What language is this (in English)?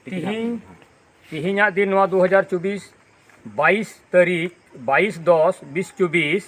Santali